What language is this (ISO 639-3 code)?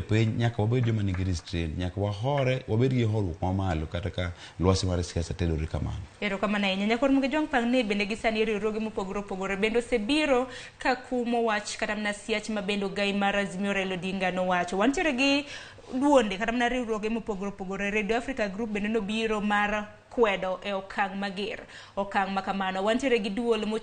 luo